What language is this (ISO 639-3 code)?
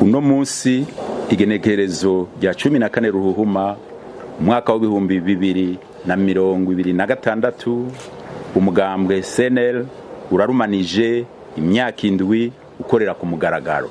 run